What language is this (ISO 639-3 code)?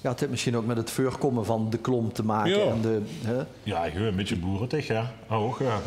lim